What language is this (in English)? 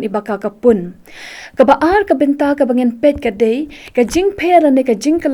Khasi